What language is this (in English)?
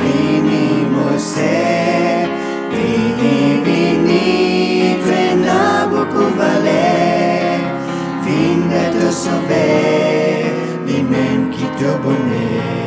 Morisyen